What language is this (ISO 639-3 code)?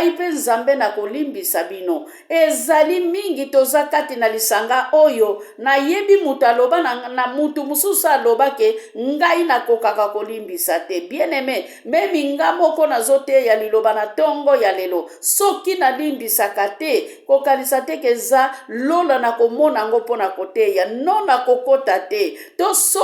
lin